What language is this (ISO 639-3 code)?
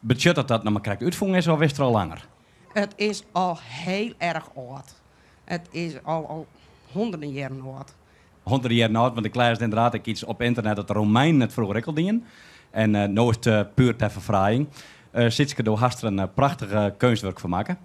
fry